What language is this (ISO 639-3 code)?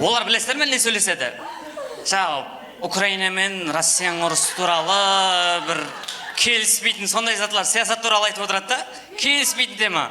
kaa